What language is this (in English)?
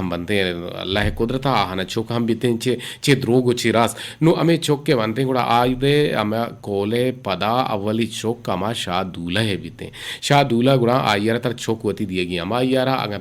Eastern Balochi